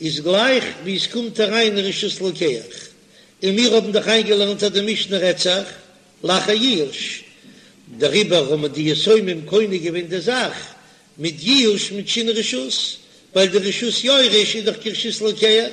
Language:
Yiddish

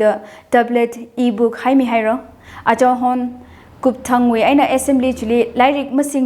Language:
Tangkhul Naga (India)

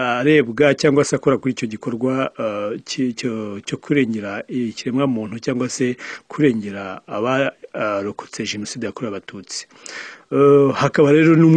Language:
Kinyarwanda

